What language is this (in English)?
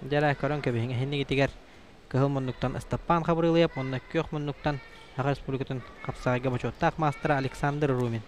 Yakut